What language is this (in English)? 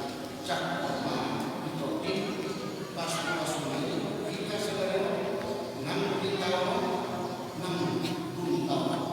Batak Toba